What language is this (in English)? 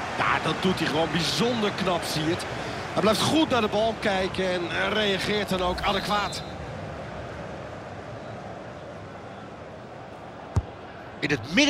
Dutch